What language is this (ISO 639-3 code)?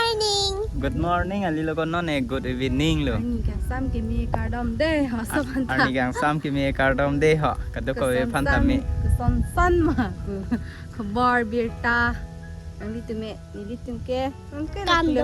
mjw